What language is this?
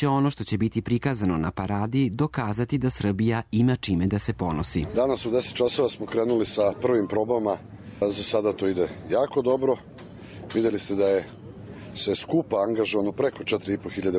Serbian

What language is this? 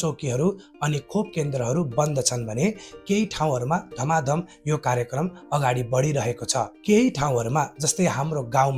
Nepali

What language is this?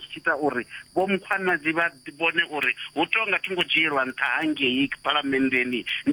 Venda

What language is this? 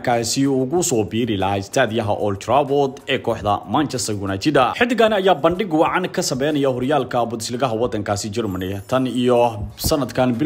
Somali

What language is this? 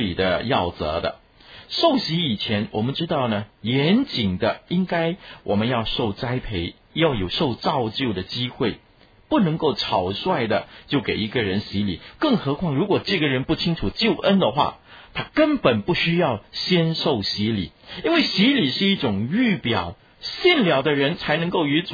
Chinese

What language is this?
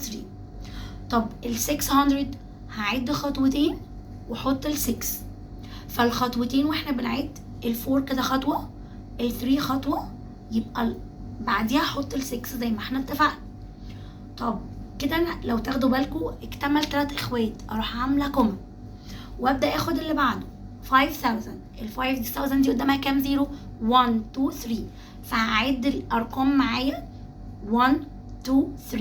Egyptian Arabic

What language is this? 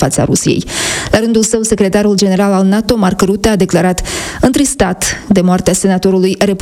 Romanian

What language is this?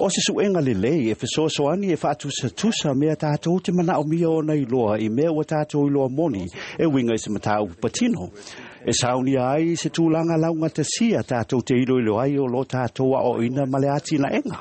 Samoan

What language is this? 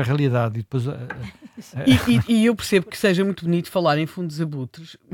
Portuguese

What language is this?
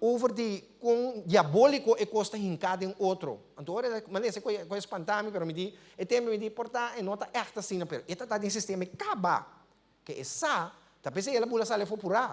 Papiamento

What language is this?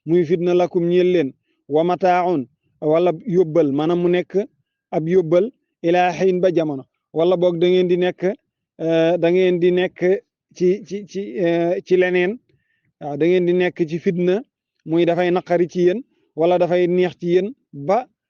Wolof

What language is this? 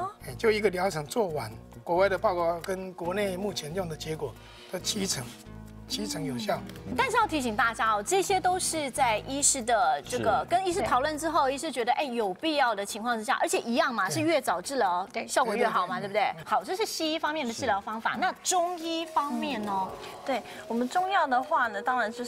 Chinese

